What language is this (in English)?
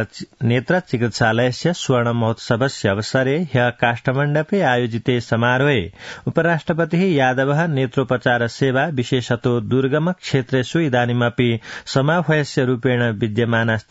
Sanskrit